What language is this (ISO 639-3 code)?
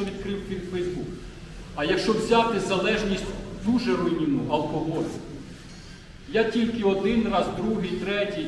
ukr